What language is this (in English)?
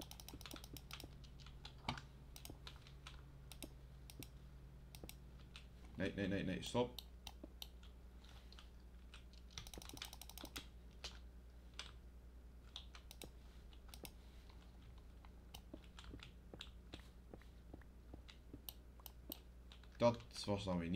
Dutch